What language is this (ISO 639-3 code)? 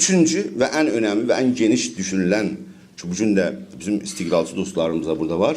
azb